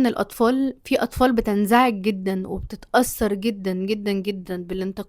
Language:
Egyptian Arabic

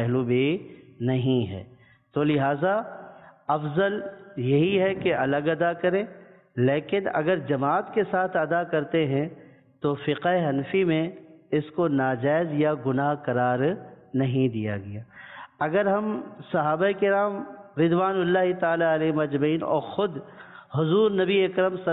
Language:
Urdu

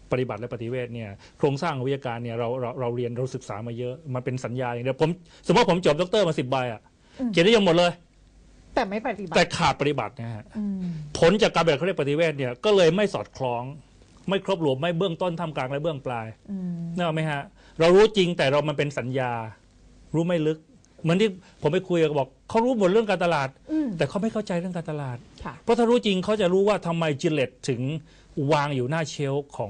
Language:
Thai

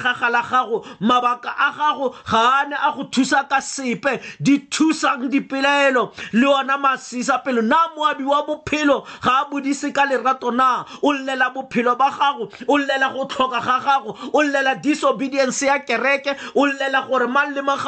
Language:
Tswana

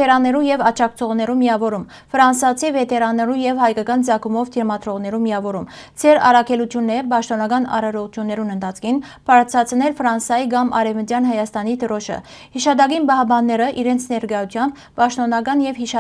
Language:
Western Armenian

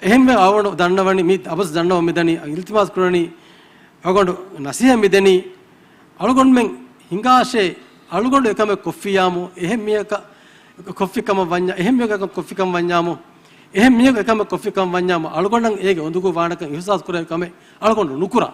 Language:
Divehi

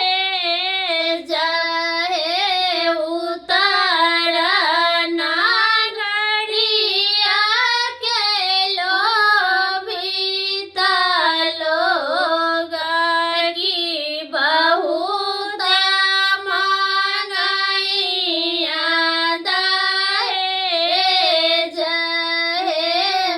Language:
Maithili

